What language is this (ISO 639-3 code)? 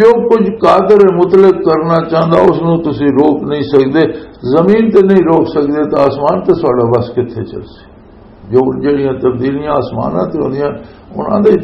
lah